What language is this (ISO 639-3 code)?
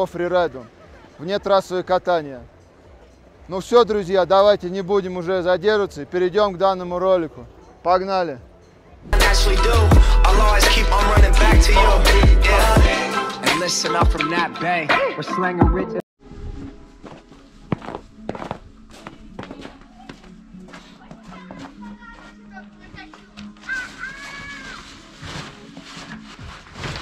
rus